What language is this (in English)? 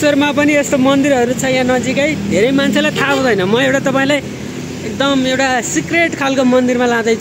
Nepali